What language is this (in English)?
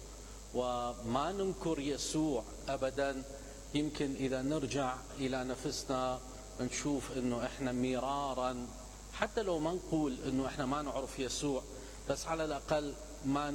Mesopotamian Arabic